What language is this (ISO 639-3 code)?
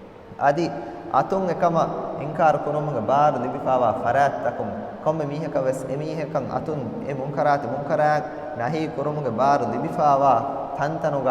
div